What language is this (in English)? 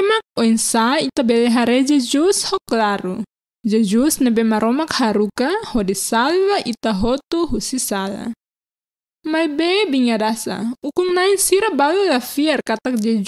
Tetum